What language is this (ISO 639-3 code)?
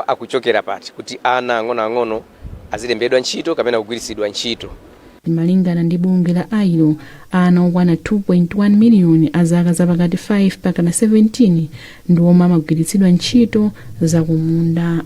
nya